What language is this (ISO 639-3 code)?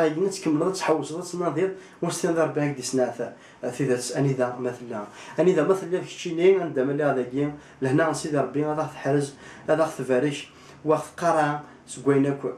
kab